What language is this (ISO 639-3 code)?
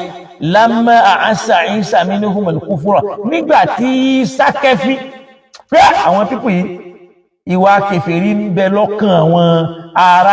yor